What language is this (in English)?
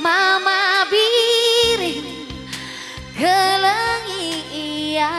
Batak Karo